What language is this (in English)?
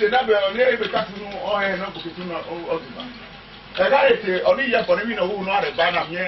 Esan